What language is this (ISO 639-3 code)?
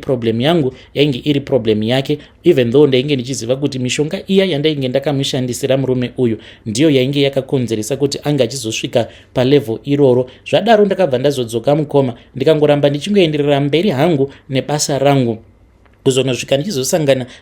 sna